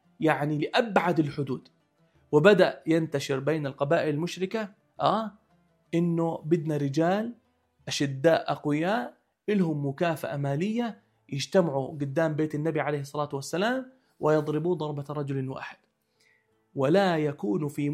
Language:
North Levantine Arabic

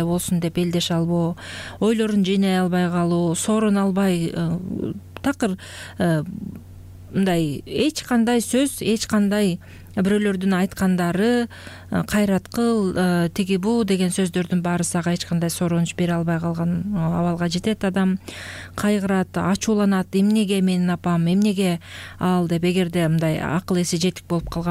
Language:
Kyrgyz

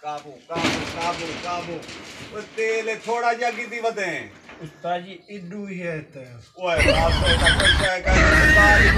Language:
Saraiki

